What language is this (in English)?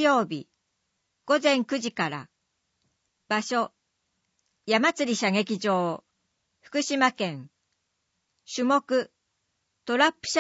Japanese